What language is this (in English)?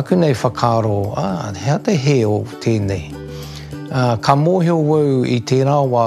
Māori